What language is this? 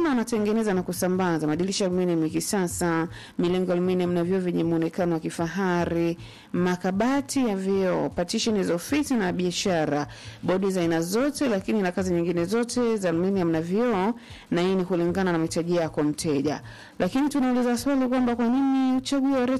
Swahili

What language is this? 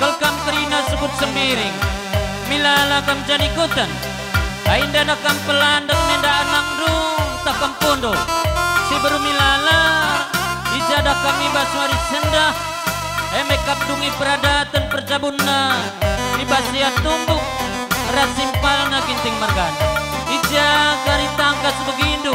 Batak Karo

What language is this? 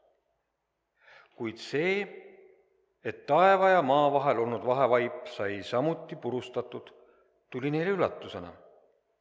Estonian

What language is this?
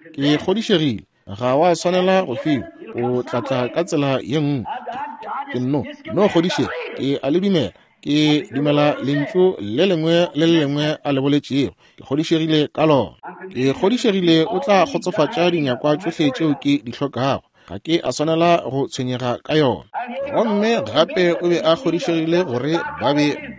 Northern Sotho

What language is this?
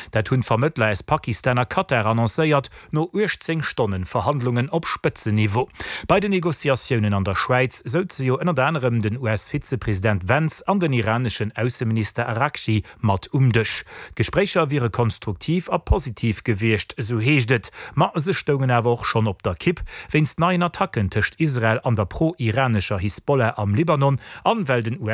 Luxembourgish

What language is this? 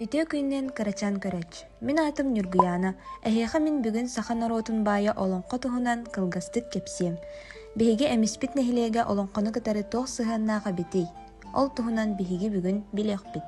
Yakut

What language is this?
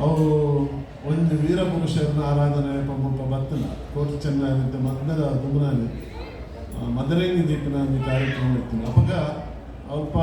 Tulu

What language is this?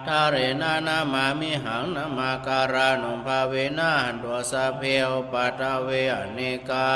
Pali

